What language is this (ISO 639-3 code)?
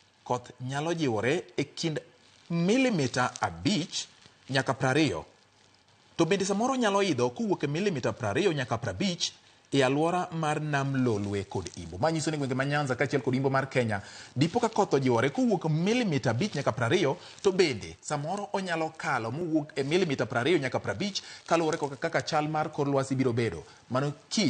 luo